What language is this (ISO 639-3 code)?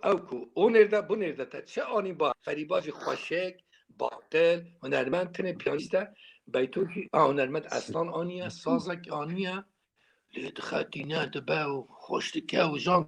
kur